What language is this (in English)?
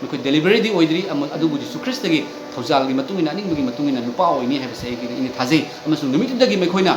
Manipuri